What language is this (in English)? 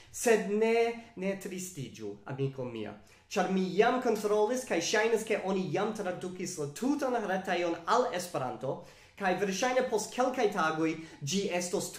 Esperanto